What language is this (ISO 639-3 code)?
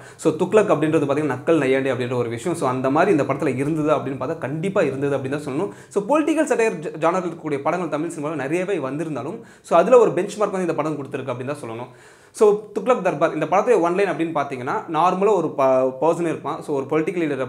tam